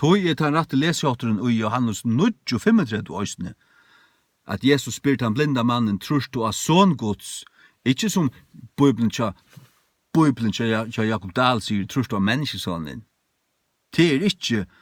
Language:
Faroese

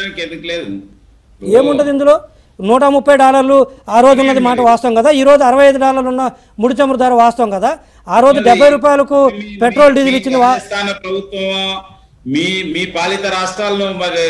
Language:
Telugu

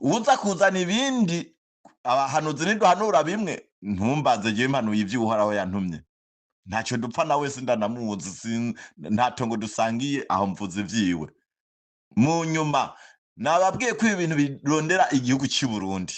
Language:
Rundi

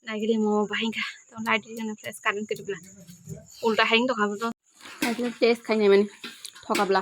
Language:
Kok Borok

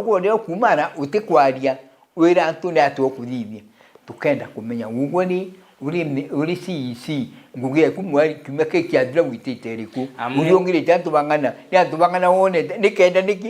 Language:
Meru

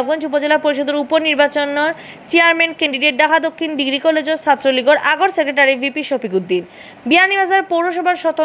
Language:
Sylheti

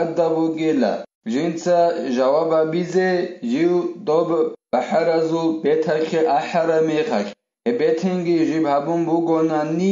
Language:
Avaric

